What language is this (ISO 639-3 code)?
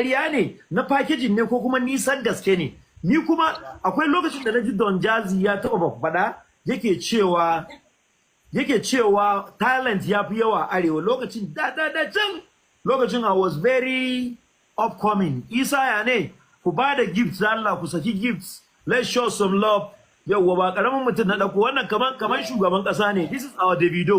hau